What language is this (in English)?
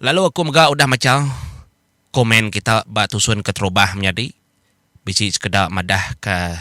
Iban